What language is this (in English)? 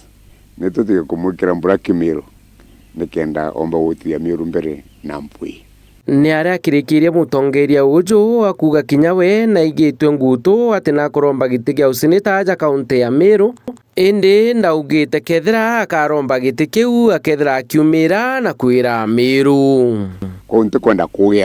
Meru